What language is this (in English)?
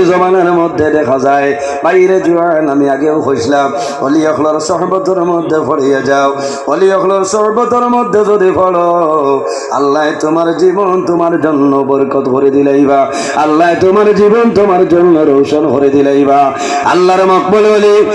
Sylheti